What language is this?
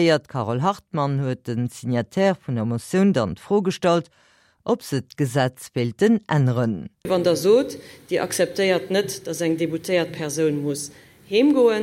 Luxembourgish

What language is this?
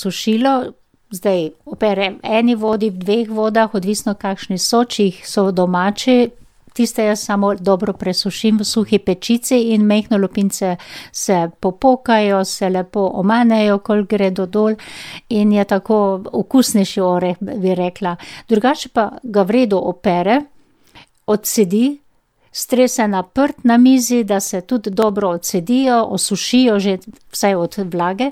Slovenian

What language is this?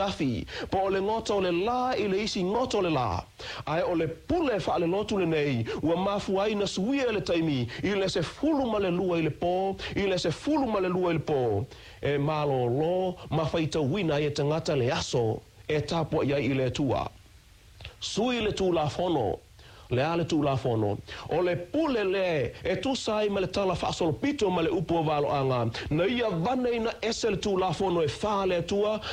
Samoan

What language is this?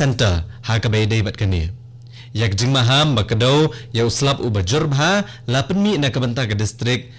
Khasi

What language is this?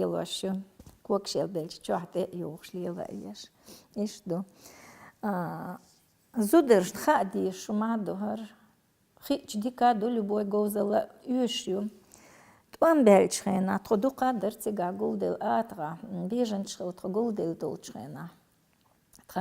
Chechen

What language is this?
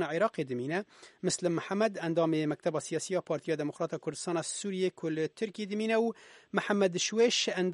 Kurdish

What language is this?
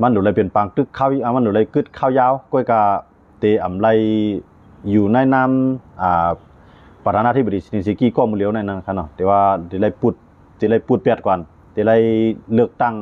Shan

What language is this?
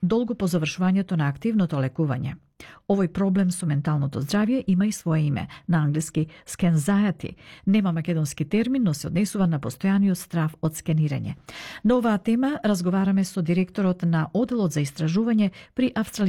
Macedonian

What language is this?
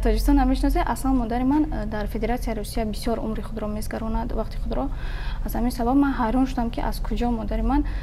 Tajik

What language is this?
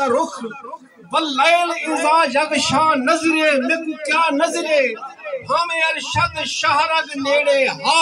Saraiki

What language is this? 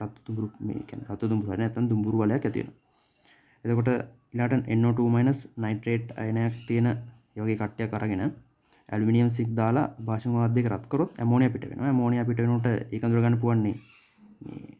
Sinhala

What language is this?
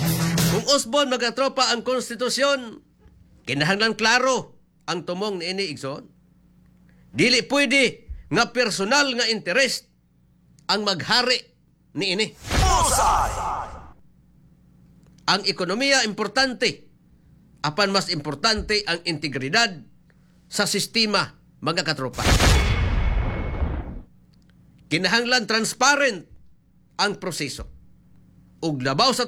Cebuano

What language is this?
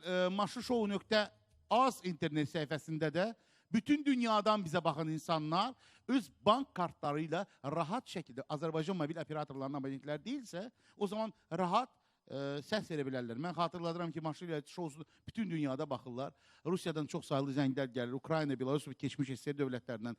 Azerbaijani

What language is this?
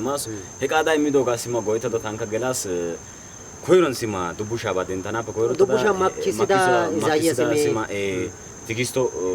Wolaytta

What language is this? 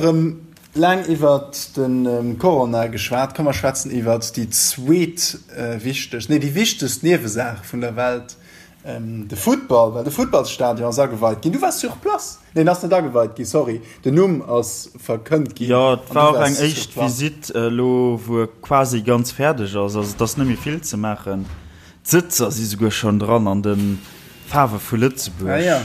Luxembourgish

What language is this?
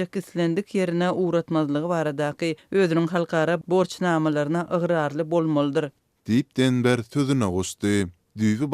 Turkmen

